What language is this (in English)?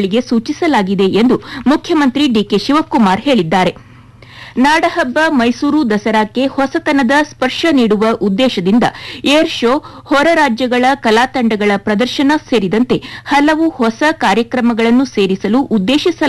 Kannada